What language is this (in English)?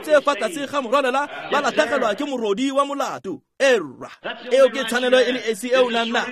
Tswana